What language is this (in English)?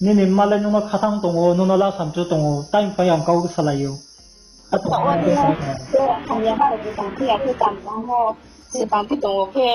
Riang (India)